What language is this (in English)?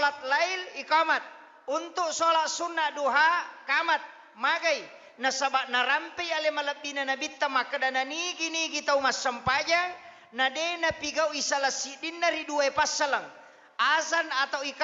Buginese